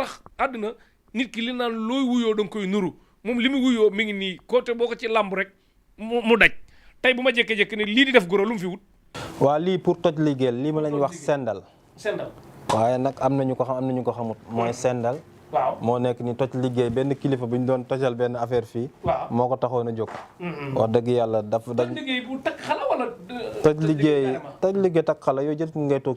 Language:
Wolof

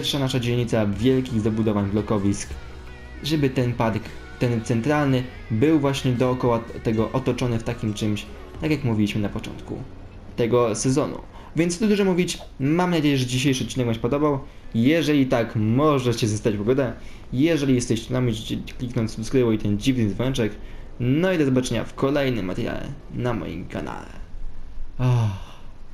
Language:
Polish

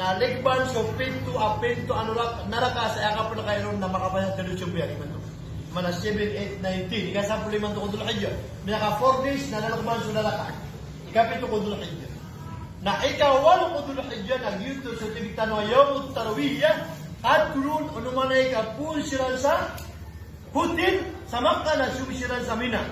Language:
Maranao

